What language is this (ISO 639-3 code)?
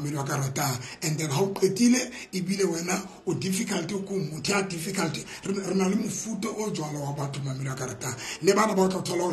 sot